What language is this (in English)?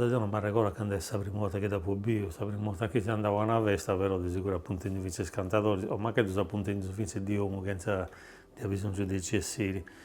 Sardinian